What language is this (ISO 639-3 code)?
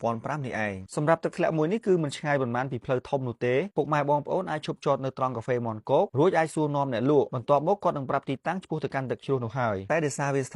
khm